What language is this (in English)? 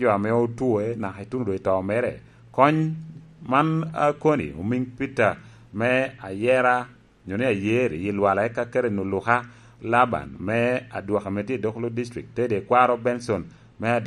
Lango (Uganda)